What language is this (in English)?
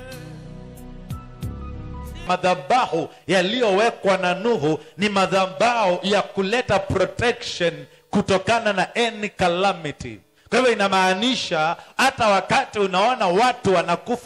Swahili